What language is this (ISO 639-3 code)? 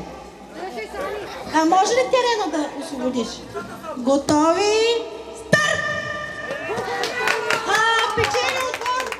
bul